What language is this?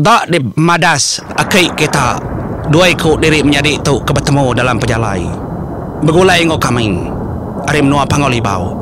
Iban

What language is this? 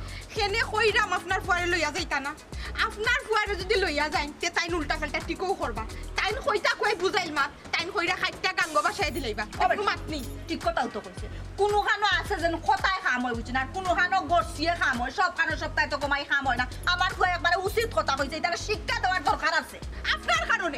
Sylheti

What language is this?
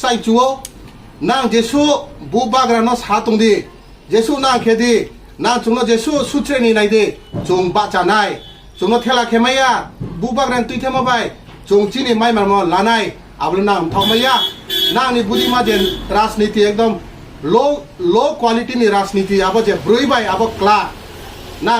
Kok Borok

